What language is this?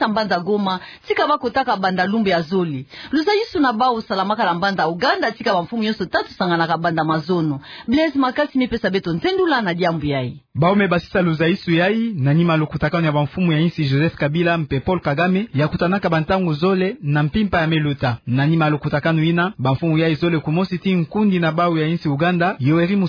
Kituba (Democratic Republic of Congo)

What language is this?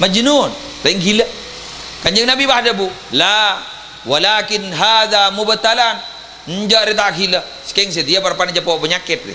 Madurese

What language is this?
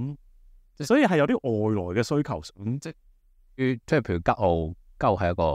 Cantonese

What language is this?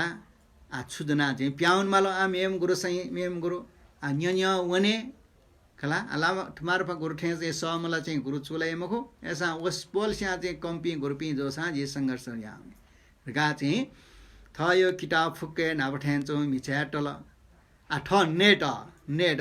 Newari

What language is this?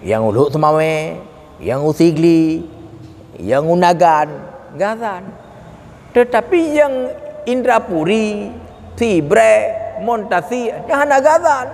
Achinese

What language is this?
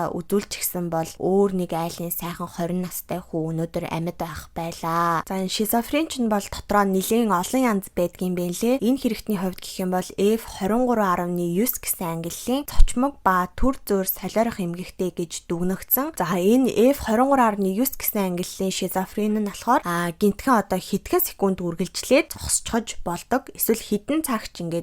Mongolian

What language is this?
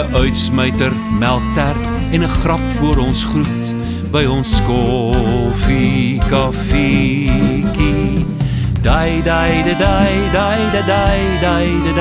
Afrikaans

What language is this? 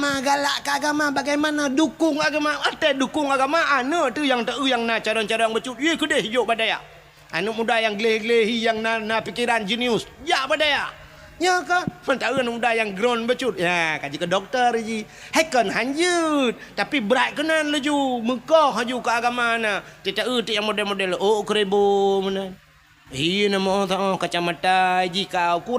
Achinese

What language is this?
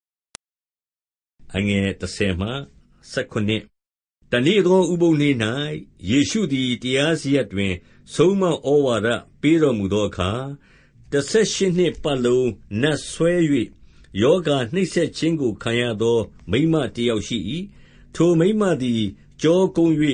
Burmese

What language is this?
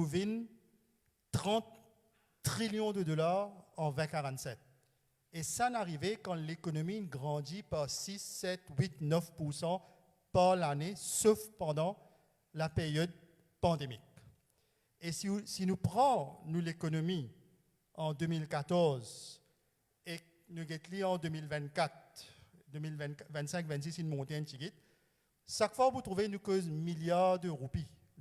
Morisyen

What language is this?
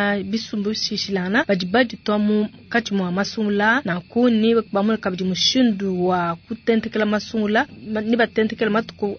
Luba-Lulua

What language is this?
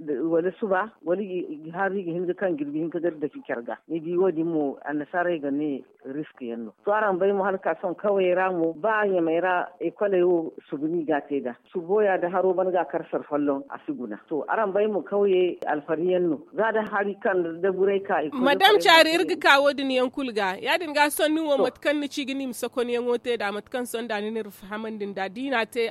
Zarma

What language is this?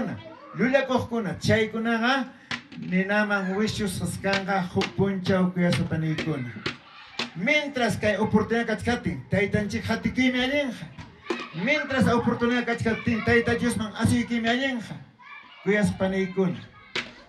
Ayacucho Quechua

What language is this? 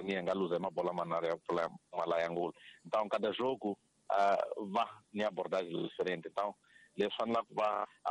Tsonga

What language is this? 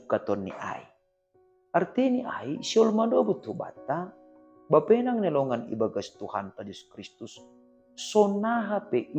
Batak Simalungun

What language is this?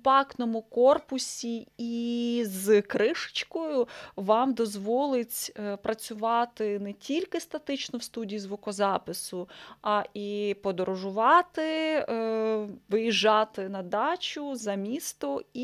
Ukrainian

